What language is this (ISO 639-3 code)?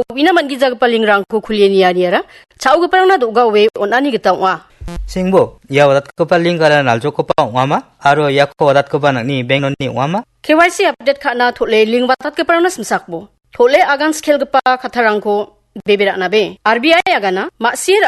grt